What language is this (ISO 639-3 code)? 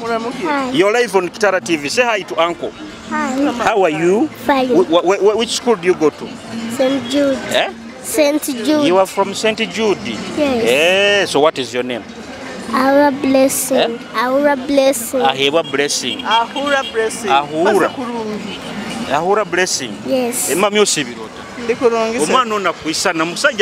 nyo